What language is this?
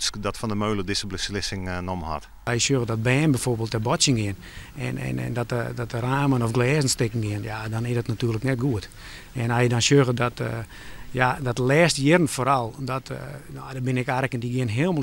Western Frisian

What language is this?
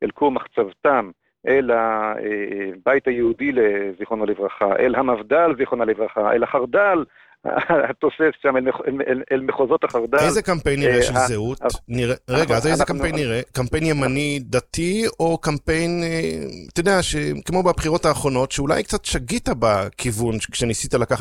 Hebrew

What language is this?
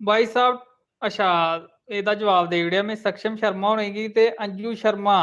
Dogri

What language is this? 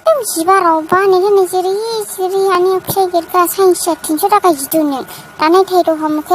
Dimasa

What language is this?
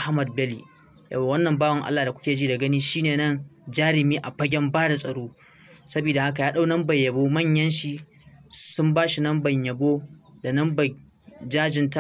Hausa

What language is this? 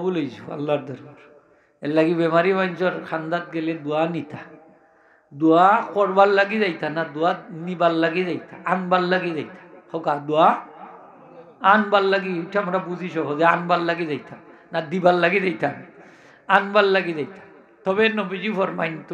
Sylheti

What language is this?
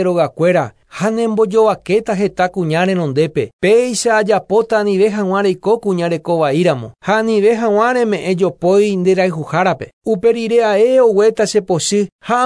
Guarani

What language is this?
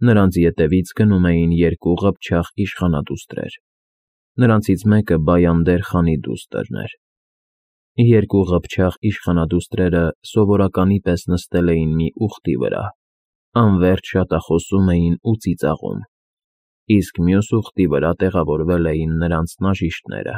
Armenian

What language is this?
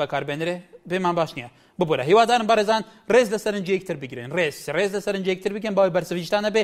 Central Kurdish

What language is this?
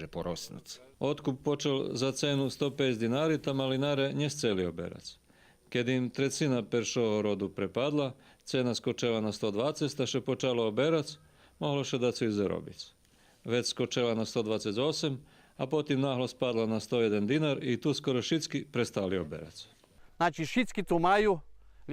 Rusyn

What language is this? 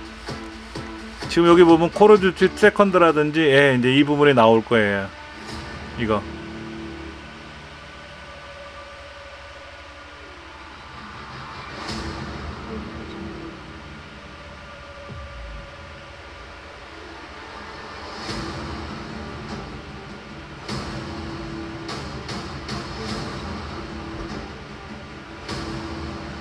Korean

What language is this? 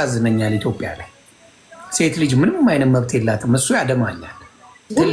Amharic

